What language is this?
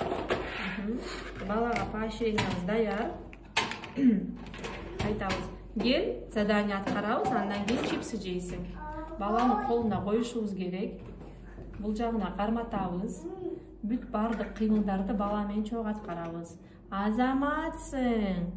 Kyrgyz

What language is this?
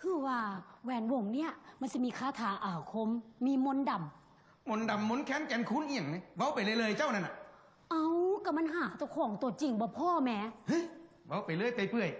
Northeastern Thai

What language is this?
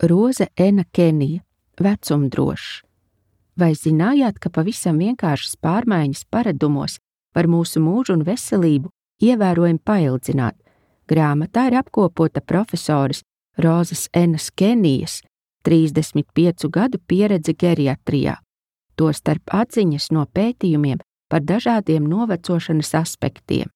Latvian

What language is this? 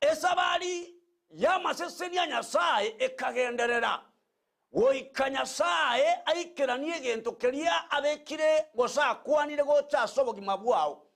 Gusii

